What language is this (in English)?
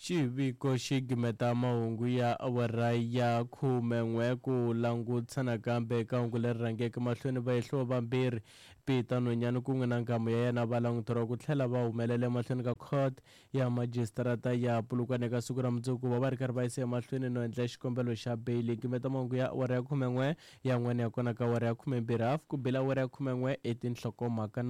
Tsonga